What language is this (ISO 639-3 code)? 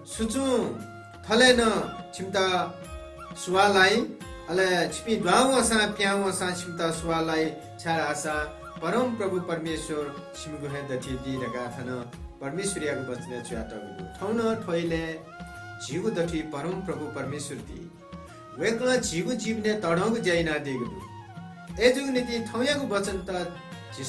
new